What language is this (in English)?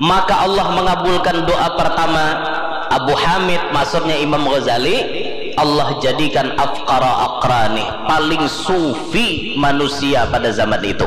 Banjar